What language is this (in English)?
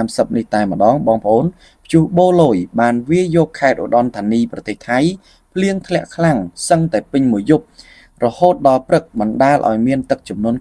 Khmer